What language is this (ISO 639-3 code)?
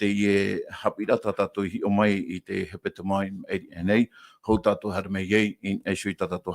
tah